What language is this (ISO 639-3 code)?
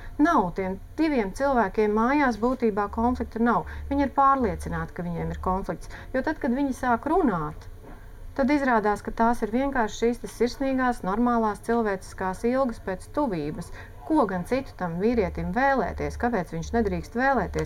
lav